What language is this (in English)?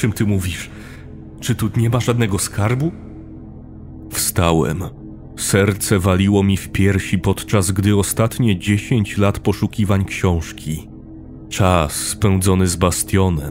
Polish